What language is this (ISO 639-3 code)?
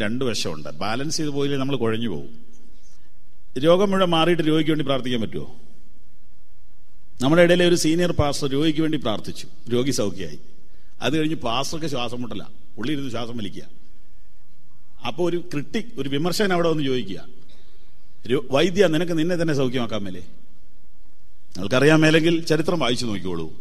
mal